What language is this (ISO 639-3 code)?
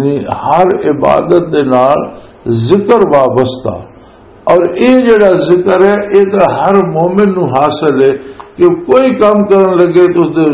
lah